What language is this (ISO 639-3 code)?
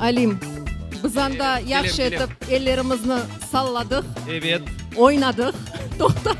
crh